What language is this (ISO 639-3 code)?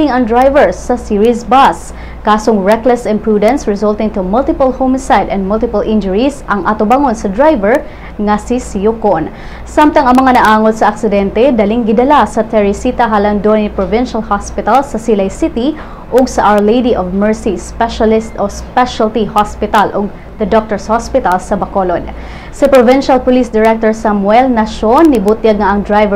ceb